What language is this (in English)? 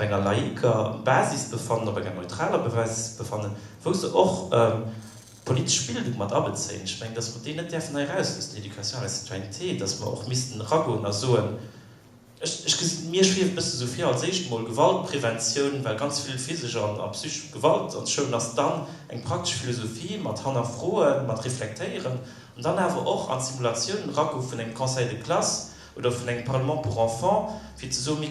Luxembourgish